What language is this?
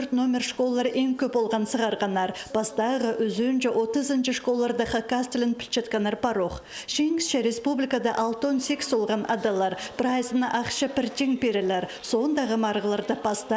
Khakas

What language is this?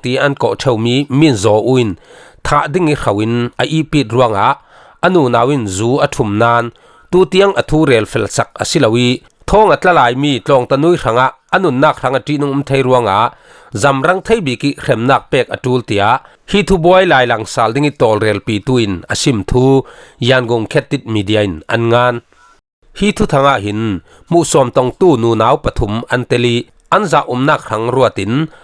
Falam Chin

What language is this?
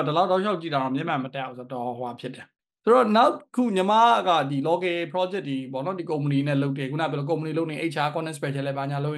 Burmese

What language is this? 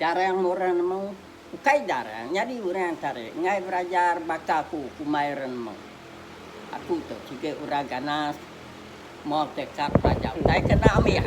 Iban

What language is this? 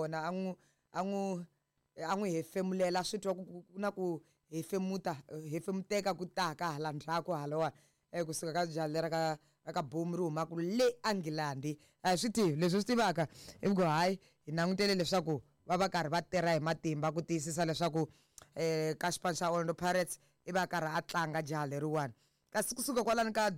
Tsonga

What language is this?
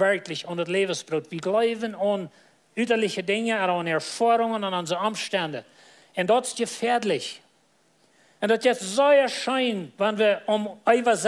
Plautdietsch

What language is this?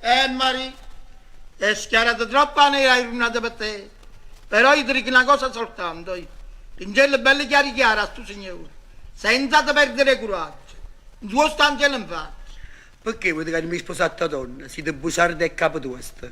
Neapolitan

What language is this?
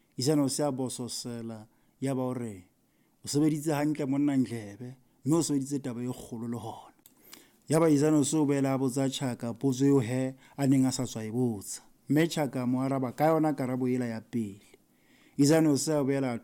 Southern Sotho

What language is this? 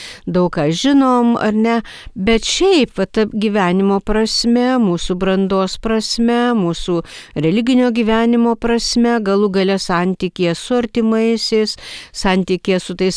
Lithuanian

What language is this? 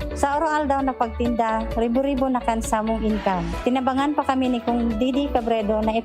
Bikol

